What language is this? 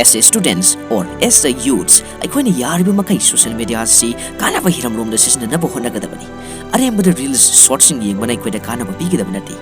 Manipuri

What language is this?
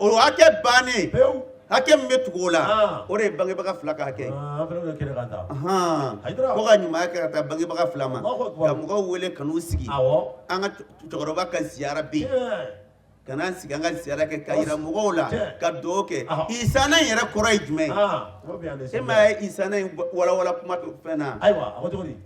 Bambara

